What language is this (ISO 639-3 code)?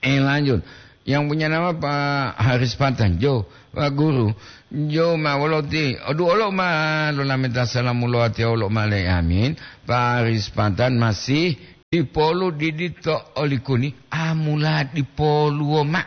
gor